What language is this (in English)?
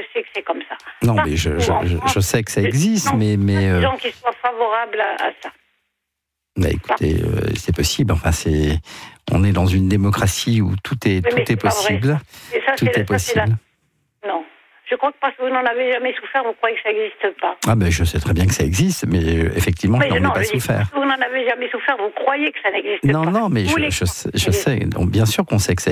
French